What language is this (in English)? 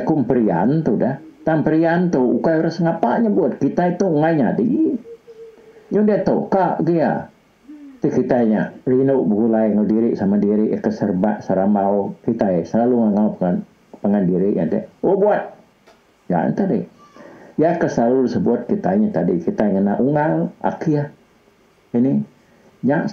Iban